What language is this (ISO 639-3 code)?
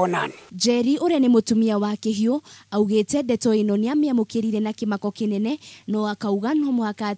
kik